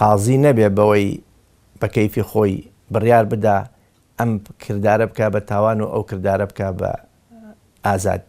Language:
Central Kurdish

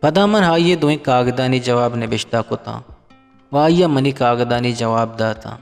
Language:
Eastern Balochi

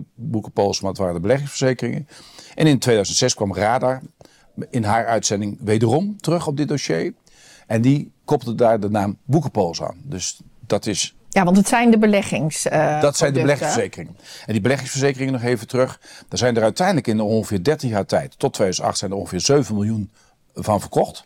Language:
Dutch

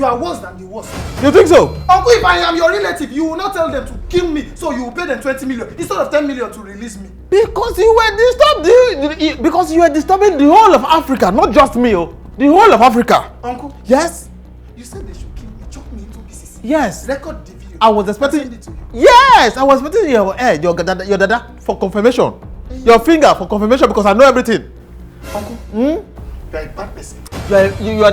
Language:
Nigerian Pidgin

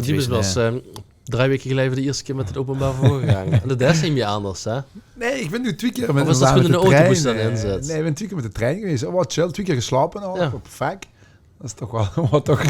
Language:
Limburgish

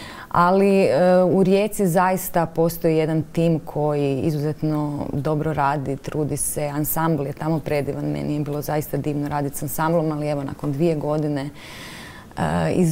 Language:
Croatian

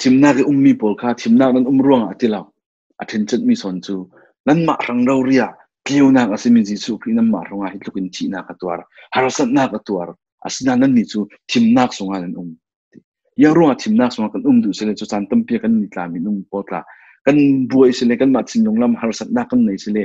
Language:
Falam Chin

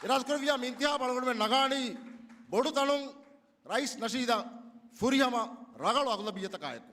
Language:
Divehi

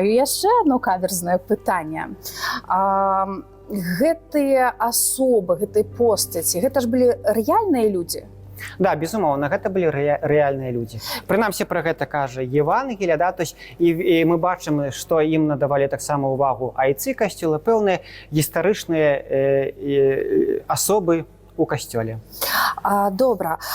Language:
Belarusian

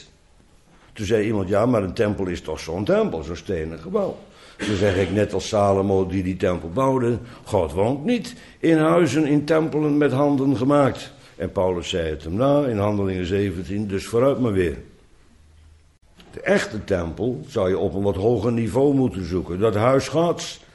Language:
Dutch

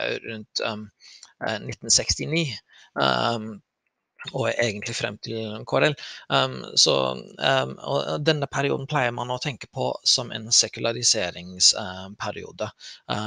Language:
Norwegian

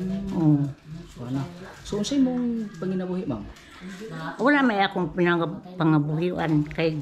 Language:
Cebuano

